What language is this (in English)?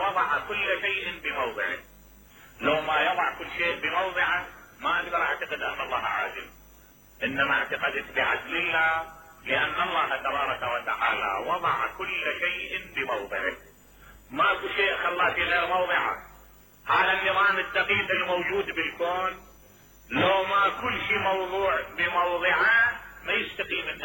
Mesopotamian Arabic